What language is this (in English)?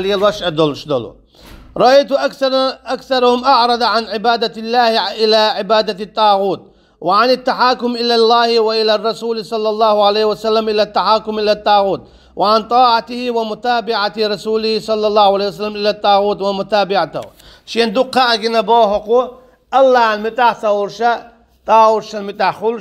Chechen